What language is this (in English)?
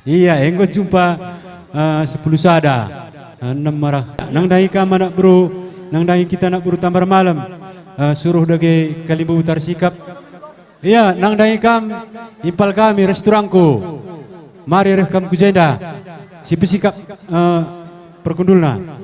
Batak Karo